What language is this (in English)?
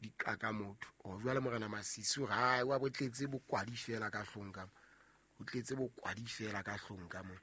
Southern Sotho